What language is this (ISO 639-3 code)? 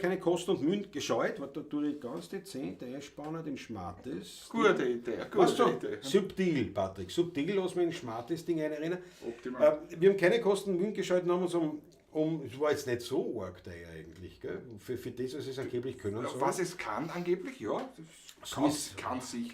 bar